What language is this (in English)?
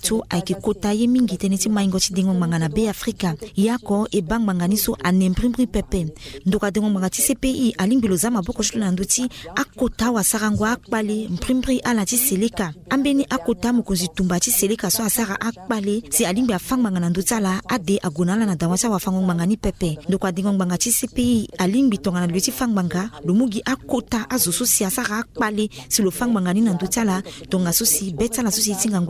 Sango